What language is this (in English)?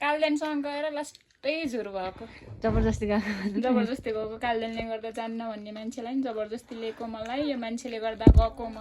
Nepali